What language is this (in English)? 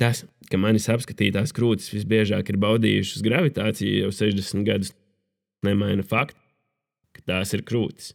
Latvian